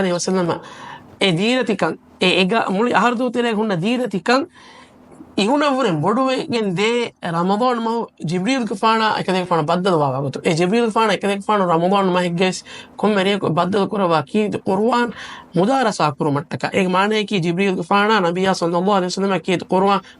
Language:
Divehi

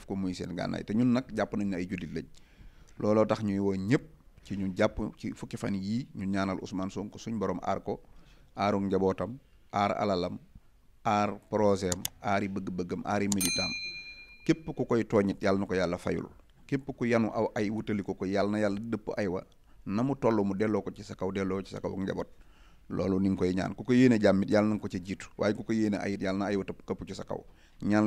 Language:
Wolof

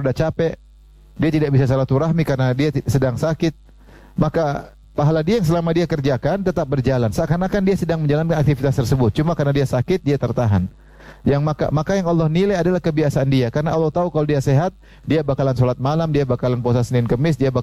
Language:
Indonesian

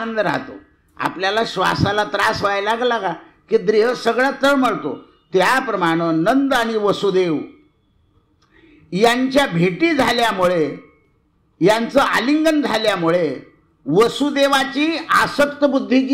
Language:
Marathi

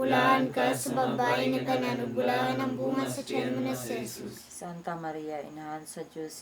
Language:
Cebuano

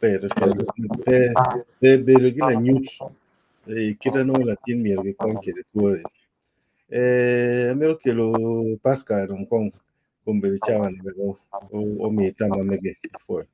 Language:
Acoli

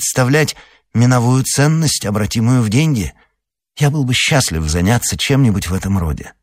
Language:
Russian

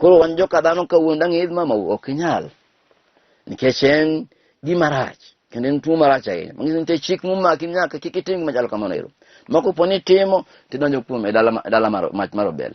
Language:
Luo (Kenya and Tanzania)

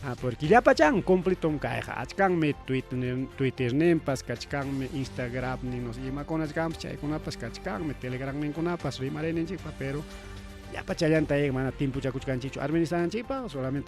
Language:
Ayacucho Quechua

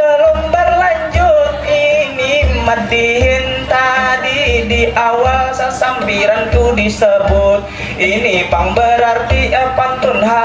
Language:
Banjar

